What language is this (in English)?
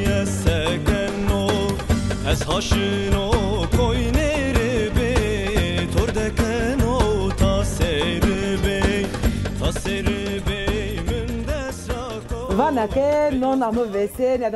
Zaza